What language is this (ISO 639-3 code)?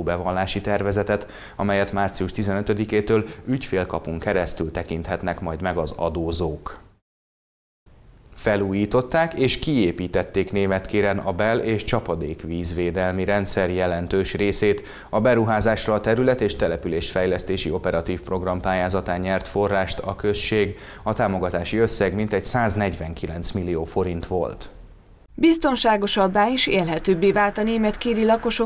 hun